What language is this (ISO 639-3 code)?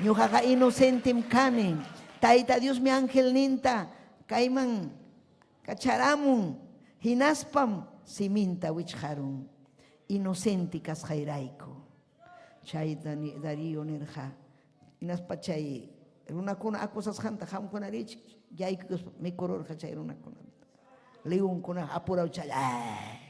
quy